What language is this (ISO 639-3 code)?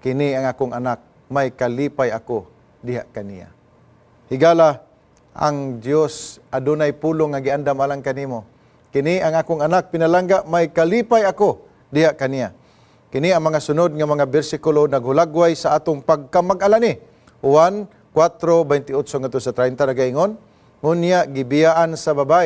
ceb